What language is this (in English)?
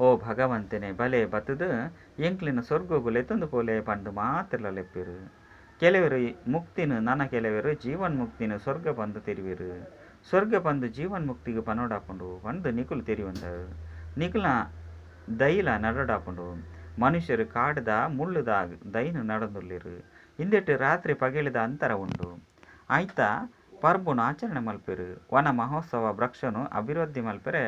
Tulu